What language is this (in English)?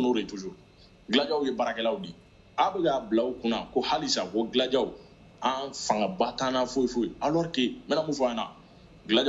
Bambara